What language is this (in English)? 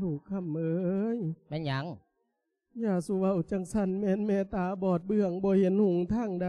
Lao